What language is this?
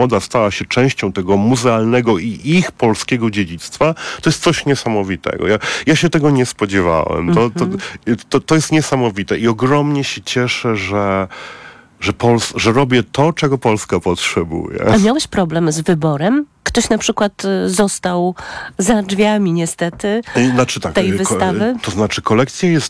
Polish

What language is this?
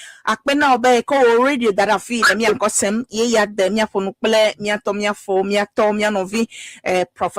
Ewe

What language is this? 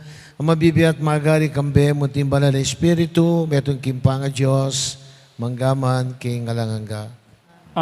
Pampanga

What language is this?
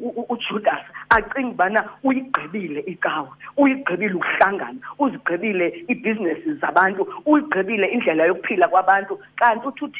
Xhosa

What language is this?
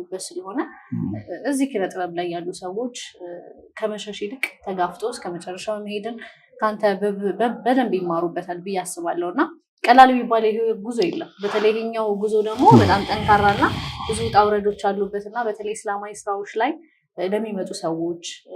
Amharic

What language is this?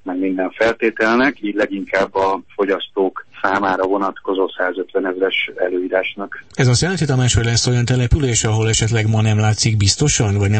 Hungarian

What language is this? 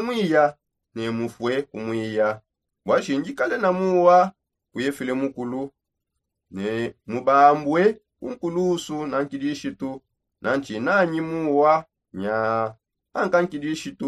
Songe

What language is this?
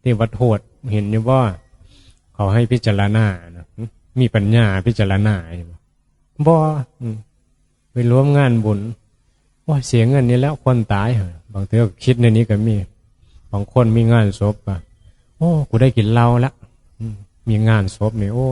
Northeastern Thai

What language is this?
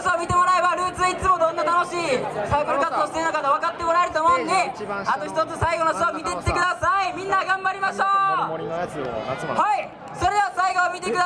Japanese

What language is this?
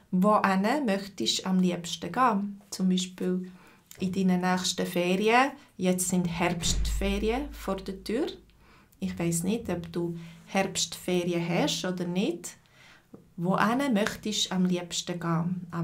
Swiss German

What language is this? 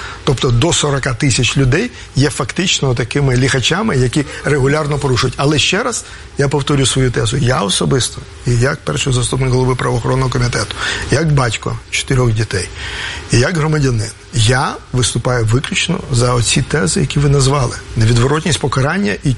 Ukrainian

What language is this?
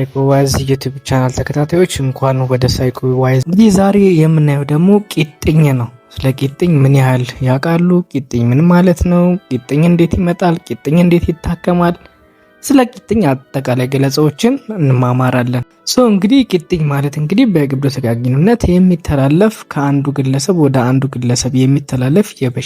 Amharic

